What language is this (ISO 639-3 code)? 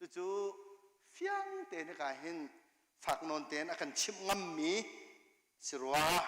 cnh